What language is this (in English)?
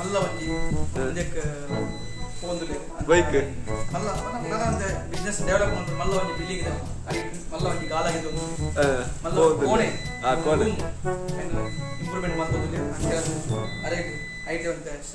Tulu